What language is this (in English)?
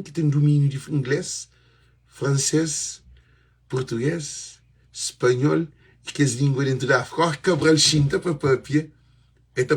Kabuverdianu